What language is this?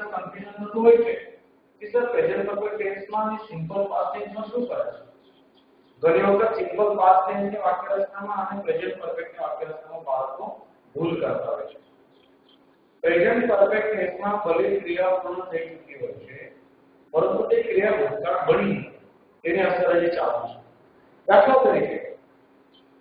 Gujarati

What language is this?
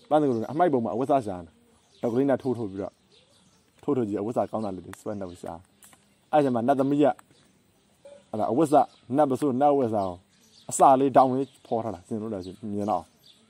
Burmese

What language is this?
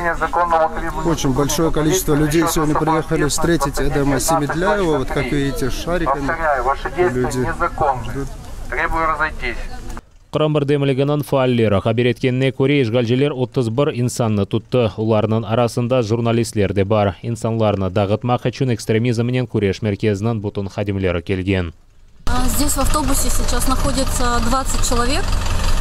Crimean Tatar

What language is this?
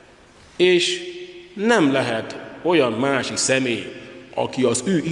Hungarian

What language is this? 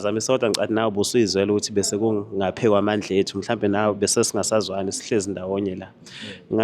Zulu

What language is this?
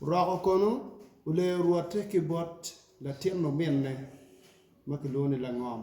Acoli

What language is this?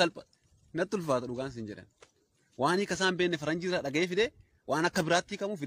Oromo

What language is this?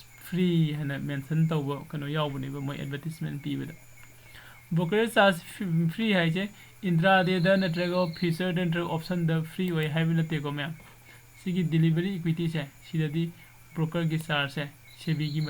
Manipuri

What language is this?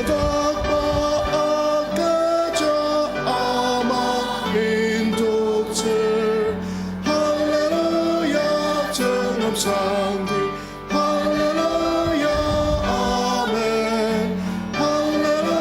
Ao Naga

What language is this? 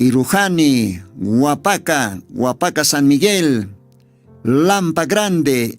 Aymara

